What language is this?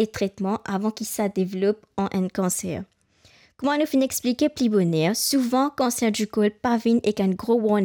Morisyen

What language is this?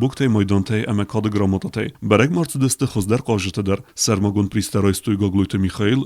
Ossetic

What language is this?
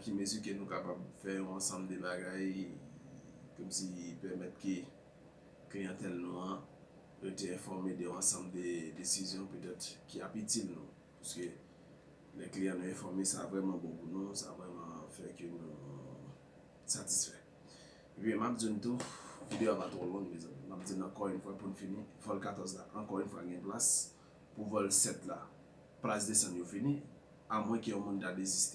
Haitian Creole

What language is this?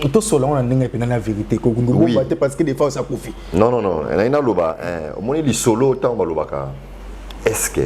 Lingala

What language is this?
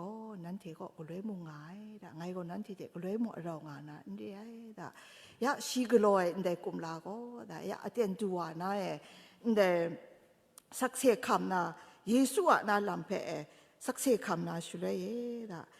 Kachin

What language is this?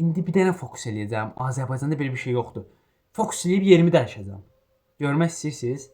Azerbaijani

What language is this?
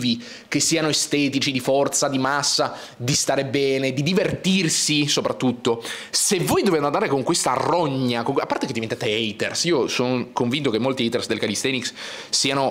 Italian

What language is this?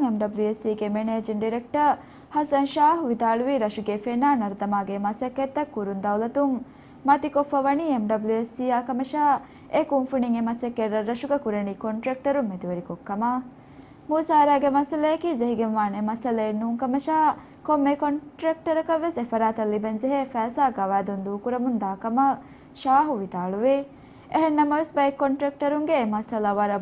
Divehi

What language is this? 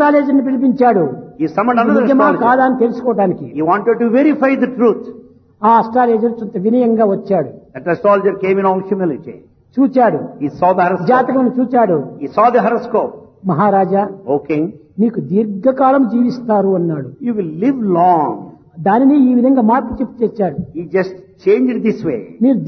Telugu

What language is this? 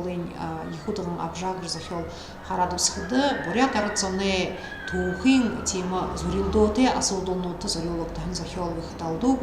Buriat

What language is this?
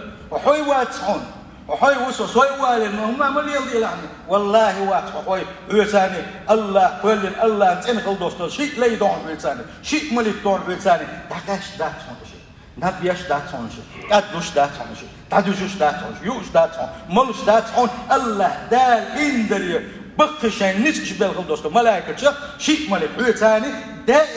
Chechen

